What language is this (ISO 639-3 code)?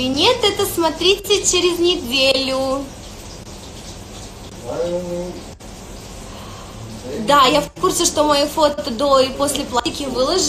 rus